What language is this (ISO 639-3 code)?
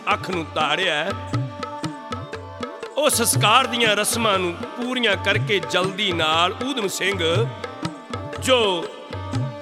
pan